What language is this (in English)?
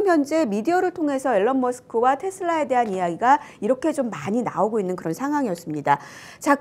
Korean